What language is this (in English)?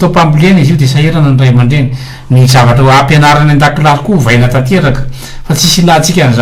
Malagasy